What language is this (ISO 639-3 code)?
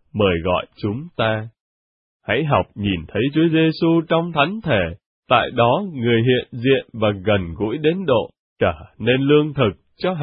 vie